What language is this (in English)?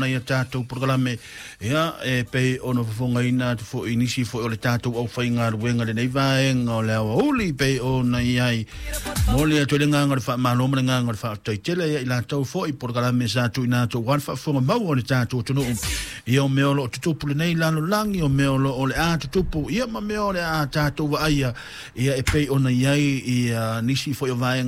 Samoan